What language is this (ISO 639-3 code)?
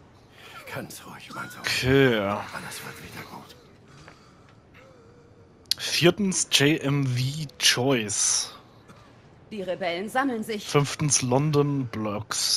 deu